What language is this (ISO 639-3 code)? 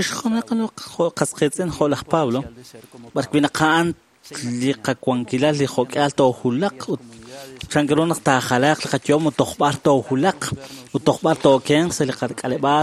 kek